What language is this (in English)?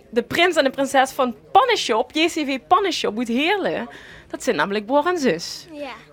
Limburgish